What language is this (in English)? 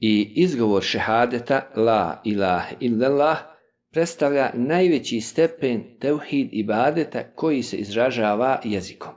Bosnian